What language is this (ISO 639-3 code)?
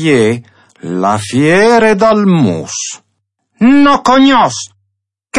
fur